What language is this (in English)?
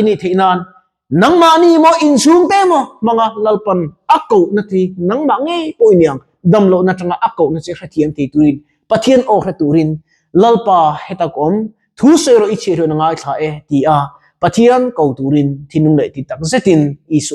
Mizo